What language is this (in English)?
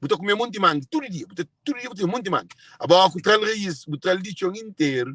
Kabuverdianu